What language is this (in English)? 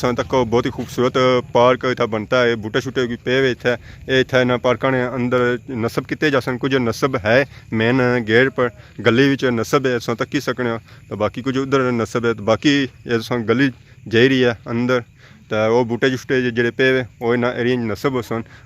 Pahari-Potwari